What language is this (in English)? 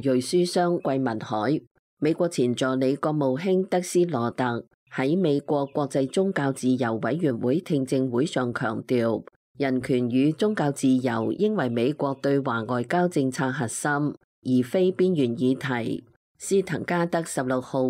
Cantonese